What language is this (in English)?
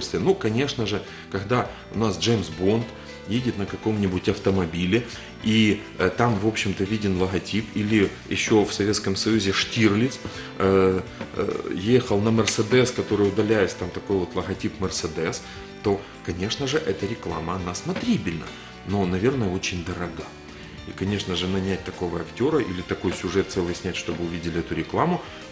Russian